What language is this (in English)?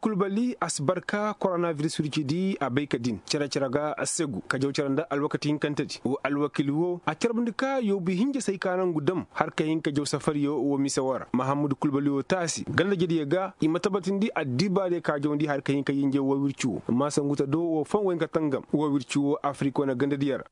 Koyraboro Senni